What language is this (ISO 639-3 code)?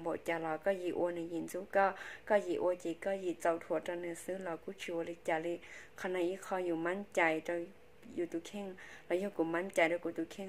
hmn